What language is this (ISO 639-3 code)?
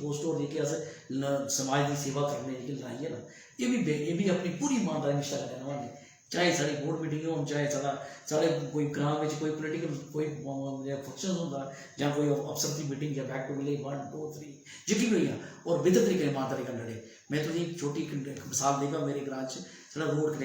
doi